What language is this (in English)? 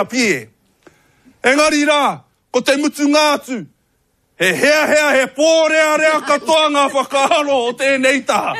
Māori